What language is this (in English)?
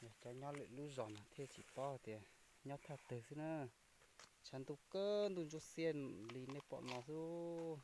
Hmong